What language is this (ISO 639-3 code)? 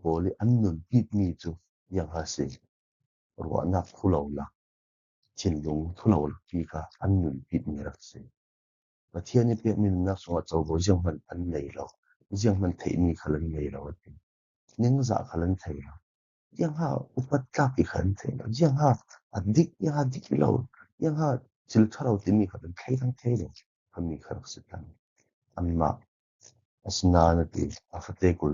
cfm